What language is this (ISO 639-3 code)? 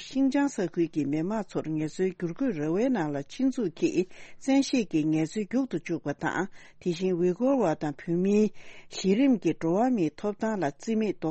bod